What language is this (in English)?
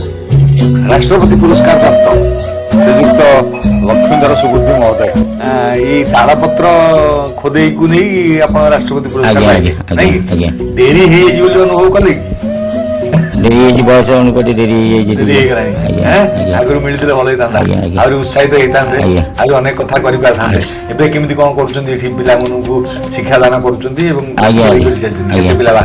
Odia